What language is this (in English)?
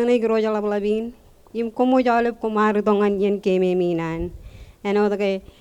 Marshallese